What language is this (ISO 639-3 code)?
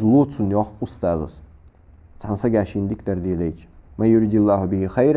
inh